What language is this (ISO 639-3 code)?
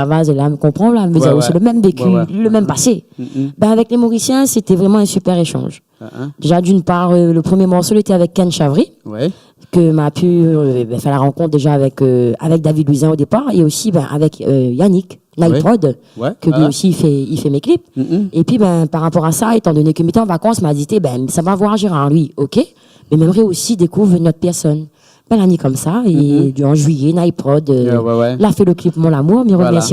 rcf